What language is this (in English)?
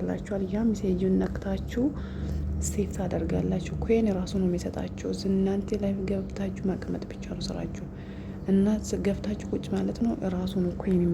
Amharic